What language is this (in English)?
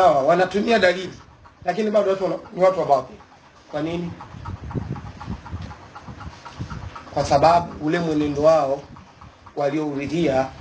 Swahili